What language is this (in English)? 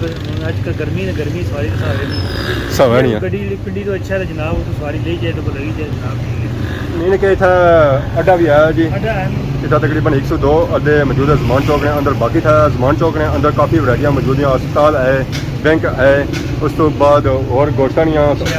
Pahari-Potwari